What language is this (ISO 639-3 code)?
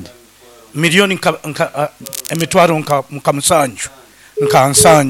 nyo